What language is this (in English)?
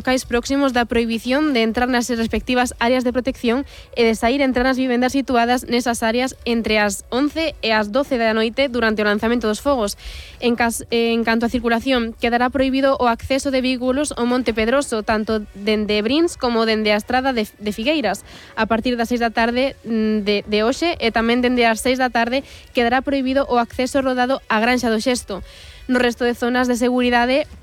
Galician